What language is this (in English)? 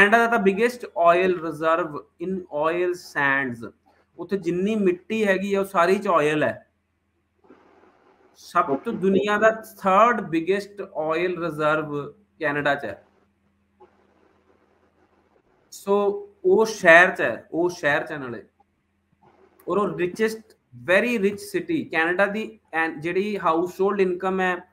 Punjabi